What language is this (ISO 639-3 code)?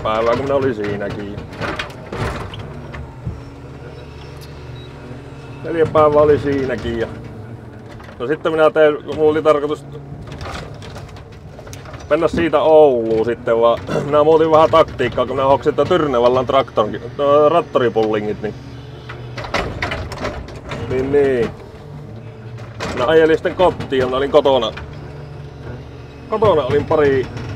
fin